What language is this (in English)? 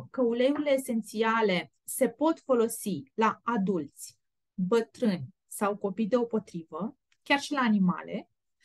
Romanian